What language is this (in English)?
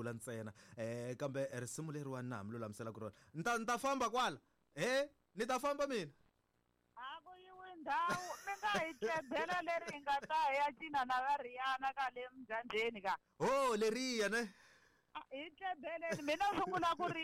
Tsonga